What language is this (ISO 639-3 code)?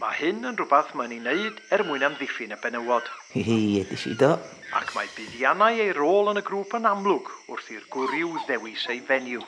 cym